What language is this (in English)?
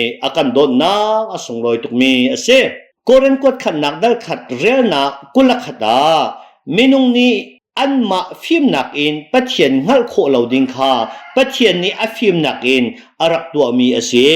Hakha Chin